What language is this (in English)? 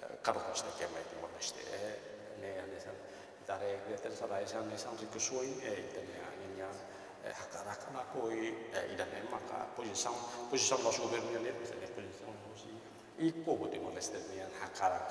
Tetum